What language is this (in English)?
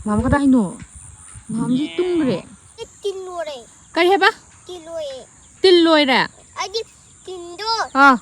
Manipuri